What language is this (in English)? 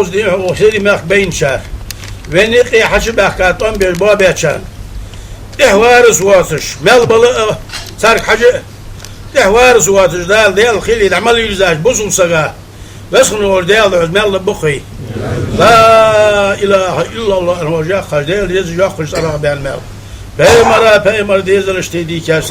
Ingush